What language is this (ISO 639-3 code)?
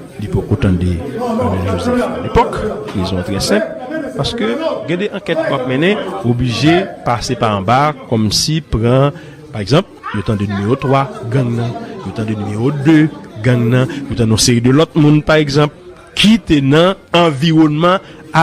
hat